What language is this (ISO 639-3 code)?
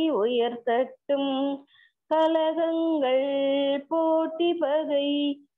tam